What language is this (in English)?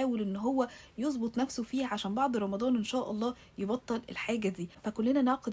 Egyptian Arabic